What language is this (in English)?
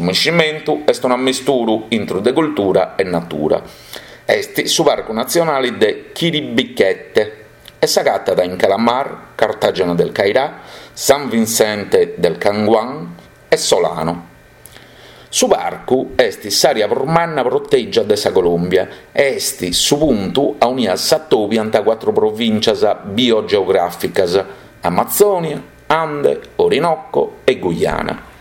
Sardinian